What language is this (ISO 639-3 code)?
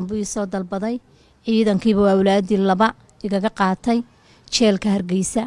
som